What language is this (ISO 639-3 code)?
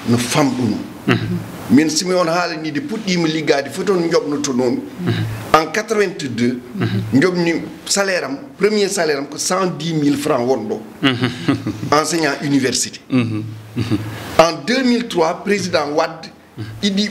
ful